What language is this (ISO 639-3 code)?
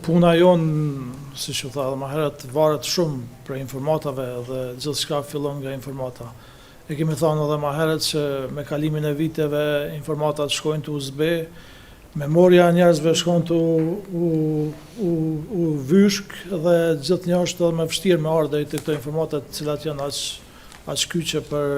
sqi